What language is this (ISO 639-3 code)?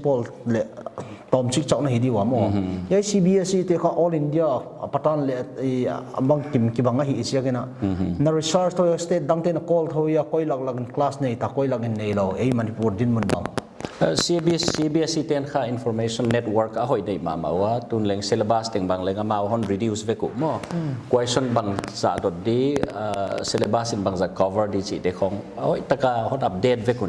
pck